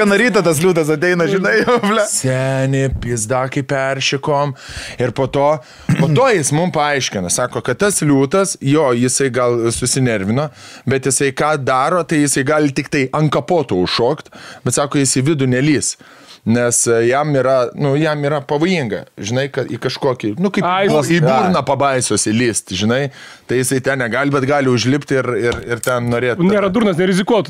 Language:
Lithuanian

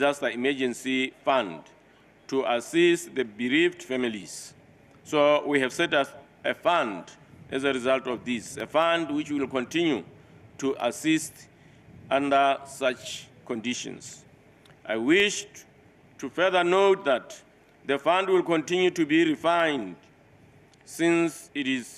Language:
Tswana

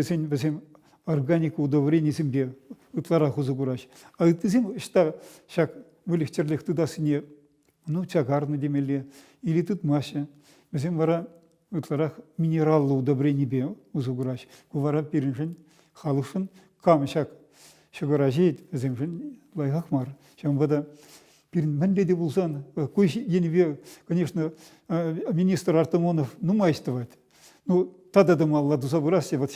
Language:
Chuvash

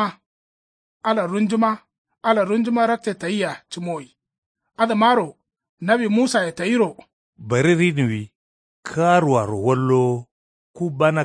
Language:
Kanuri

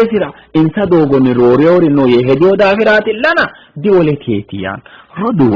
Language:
Sidamo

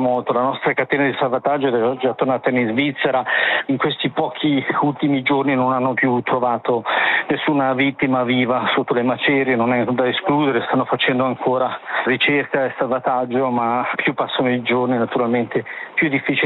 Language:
Italian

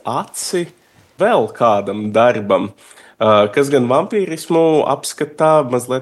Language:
Latvian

